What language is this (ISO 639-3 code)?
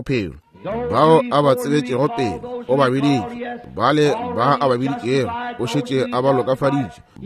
nso